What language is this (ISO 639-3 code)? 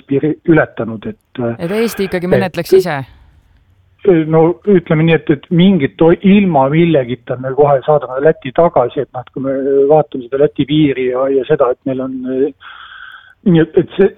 est